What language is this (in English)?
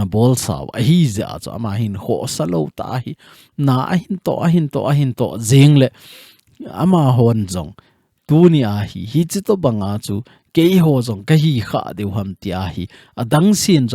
Thado Chin